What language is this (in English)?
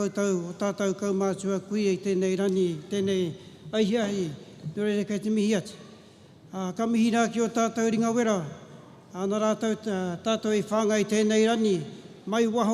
Māori